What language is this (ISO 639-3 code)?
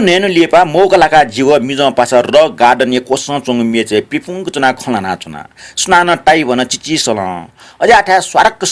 new